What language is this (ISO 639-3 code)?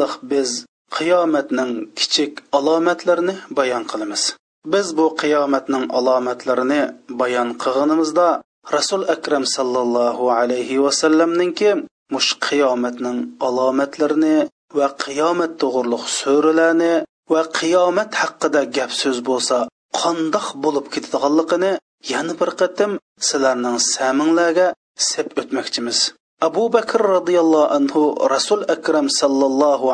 uig